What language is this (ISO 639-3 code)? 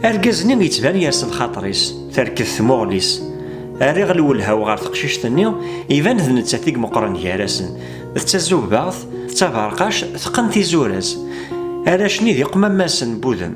kab